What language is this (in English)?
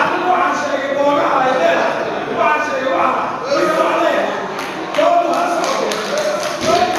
Somali